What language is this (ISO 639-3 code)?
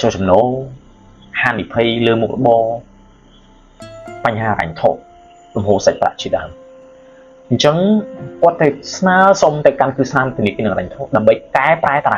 khm